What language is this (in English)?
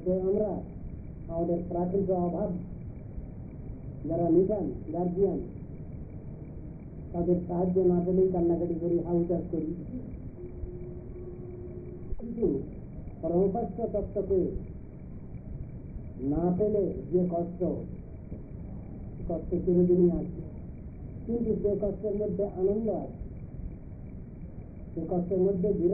Bangla